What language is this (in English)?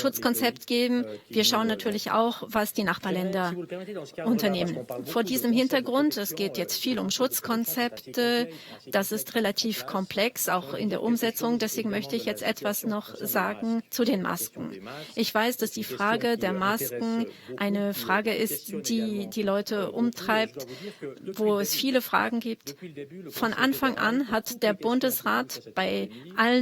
Swiss German